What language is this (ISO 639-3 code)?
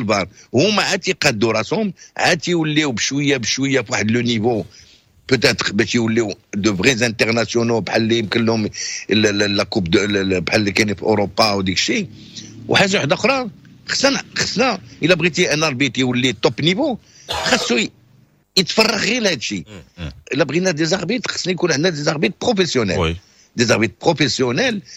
ary